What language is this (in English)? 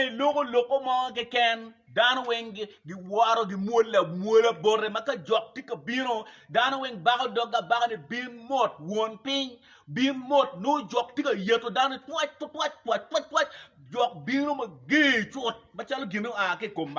Acoli